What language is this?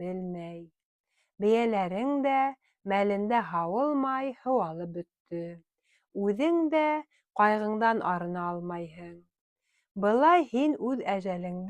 Bashkir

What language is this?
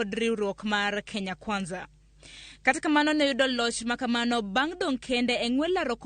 Luo (Kenya and Tanzania)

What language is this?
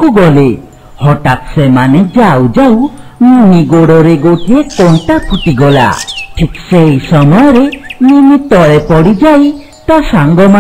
Odia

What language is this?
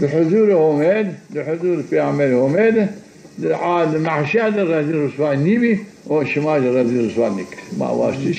Zaza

